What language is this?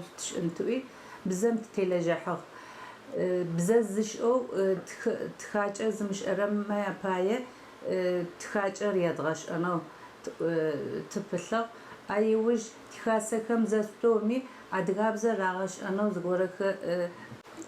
Adyghe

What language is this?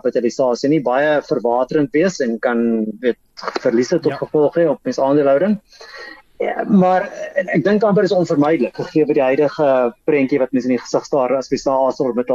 Afrikaans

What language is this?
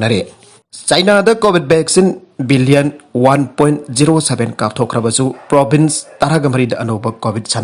Manipuri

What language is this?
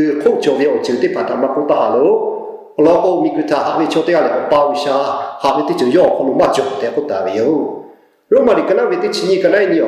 Lahu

